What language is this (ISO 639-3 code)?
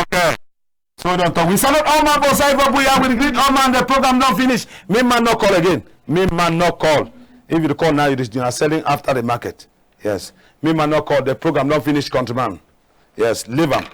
wes